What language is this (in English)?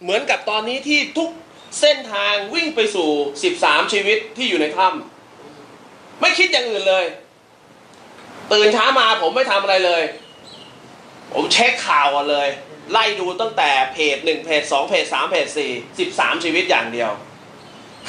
Thai